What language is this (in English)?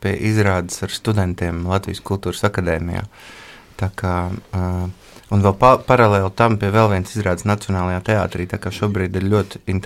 Latvian